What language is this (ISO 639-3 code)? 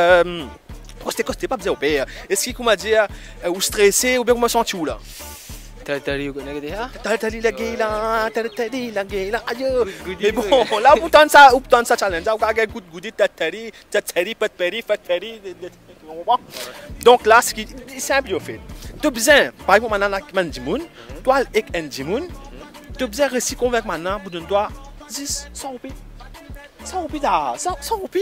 mfe